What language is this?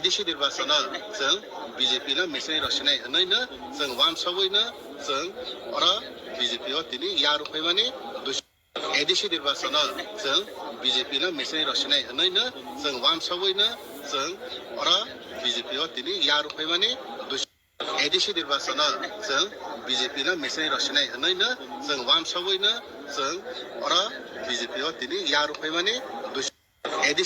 Kok Borok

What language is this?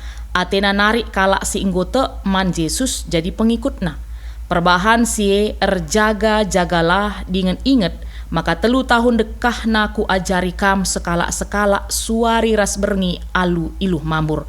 Batak Karo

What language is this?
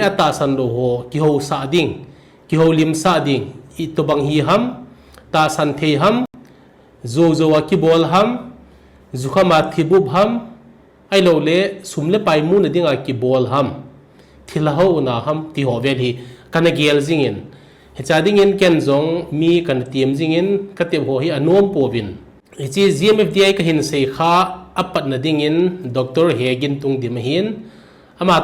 Thado Chin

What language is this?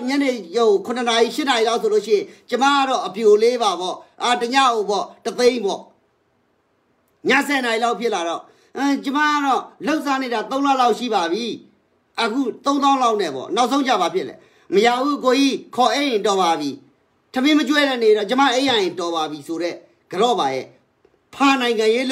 Burmese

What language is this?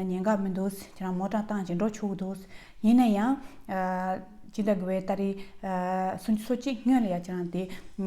Tibetan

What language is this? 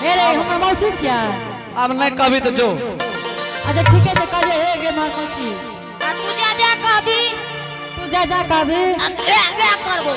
Angika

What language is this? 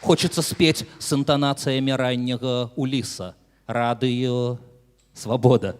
Belarusian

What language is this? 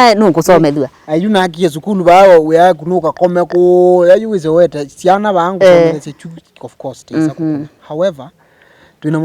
Kamba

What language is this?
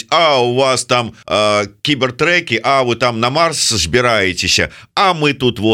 Belarusian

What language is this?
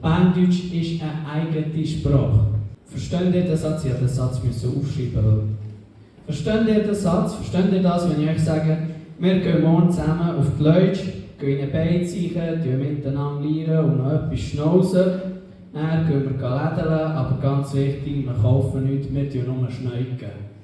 Swiss German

